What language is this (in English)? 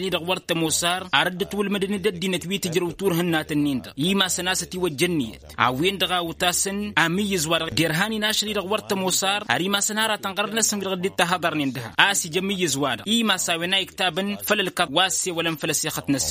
Tamasheq